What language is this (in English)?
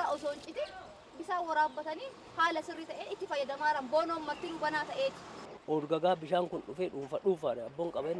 Oromo